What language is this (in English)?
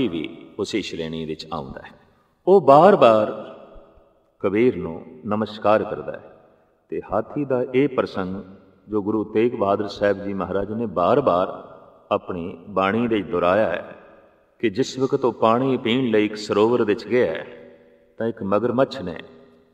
Punjabi